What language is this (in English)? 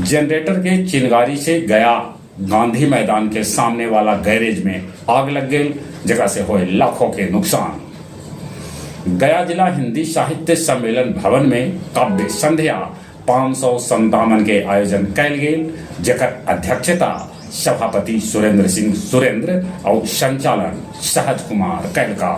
Magahi